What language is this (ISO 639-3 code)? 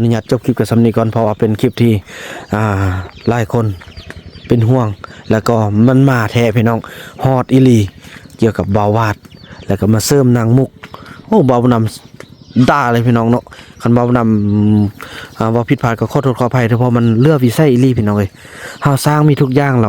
tts